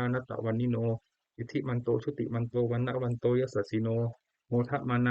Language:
Pali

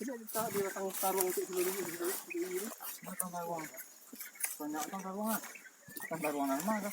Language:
Minangkabau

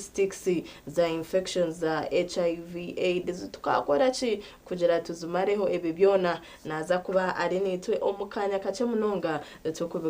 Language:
Nyankole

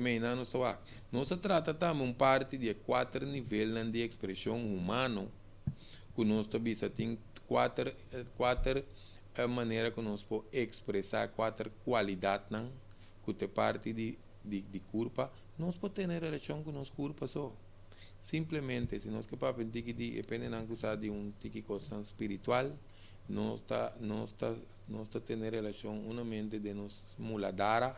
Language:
Papiamento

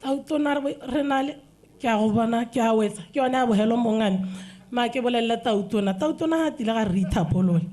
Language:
Tswana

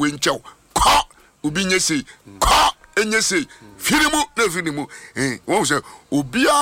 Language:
Akan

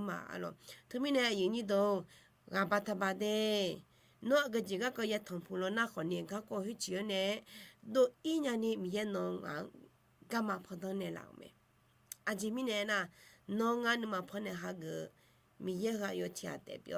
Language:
Akha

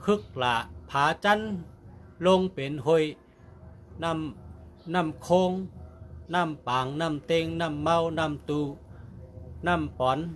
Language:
Shan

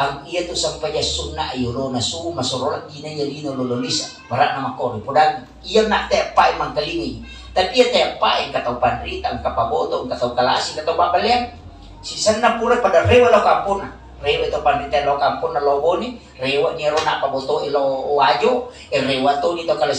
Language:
Buginese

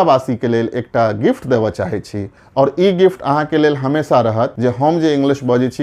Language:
Maithili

